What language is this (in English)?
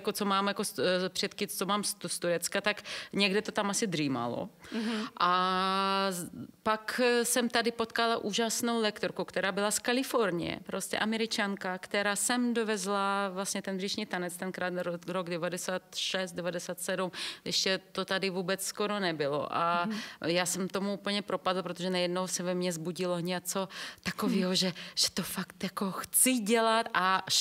Czech